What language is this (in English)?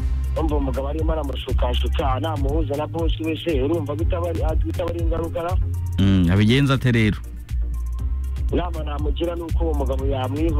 Kinyarwanda